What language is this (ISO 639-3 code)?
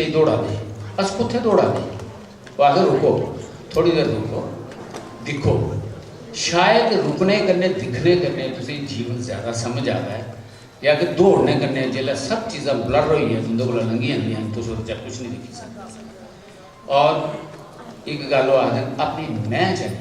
doi